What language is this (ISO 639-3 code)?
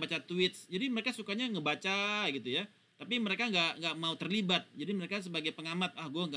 ind